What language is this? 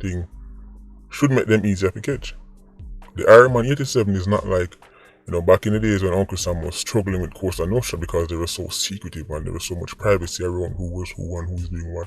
Jamaican Creole English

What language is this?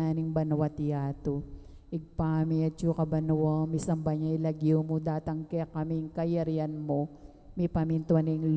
Pampanga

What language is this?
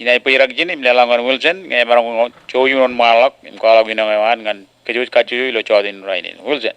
Marshallese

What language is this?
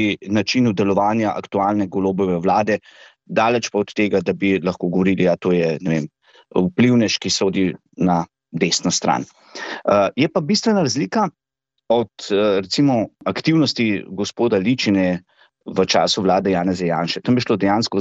Slovenian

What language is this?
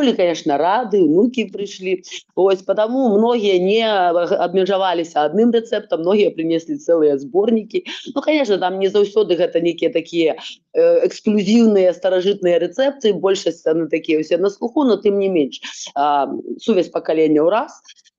Belarusian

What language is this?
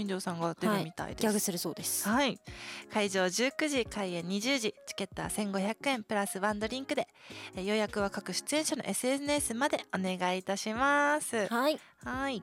Japanese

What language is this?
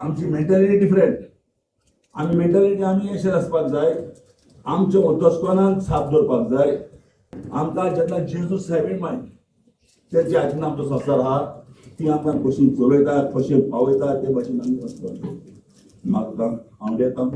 Konkani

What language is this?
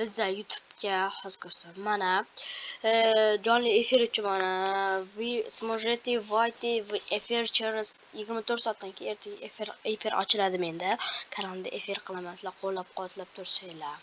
Uzbek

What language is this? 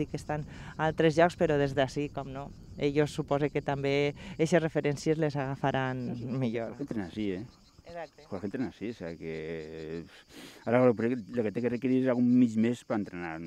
Catalan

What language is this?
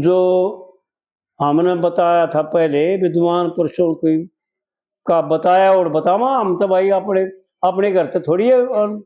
Haryanvi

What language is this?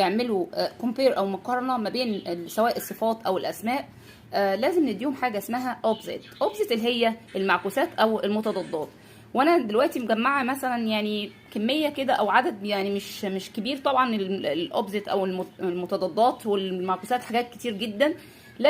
Egyptian Arabic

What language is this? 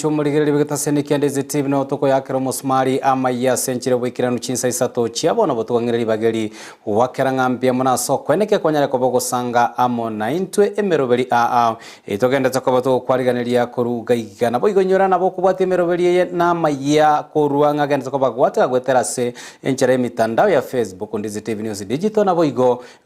Gusii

